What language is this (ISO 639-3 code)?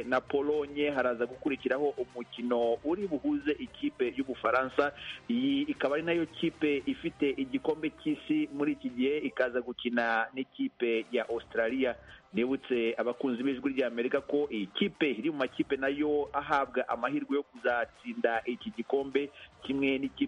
kin